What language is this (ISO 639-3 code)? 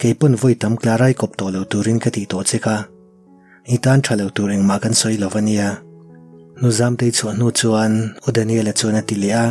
lus